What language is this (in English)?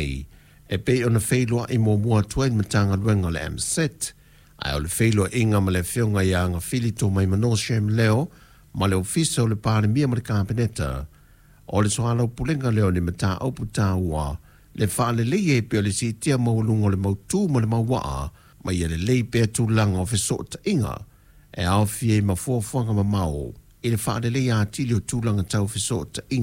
Samoan